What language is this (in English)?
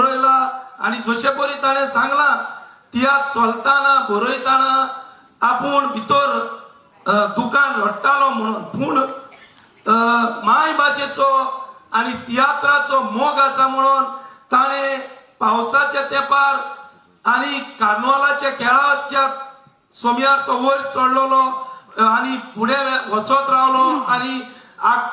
Konkani